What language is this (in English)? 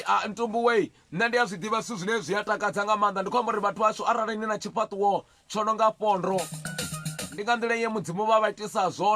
Venda